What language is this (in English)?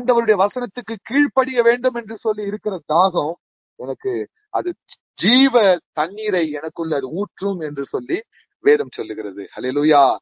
Tamil